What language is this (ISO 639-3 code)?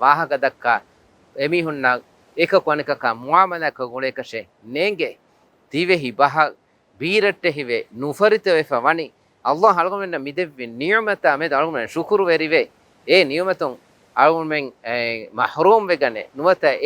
div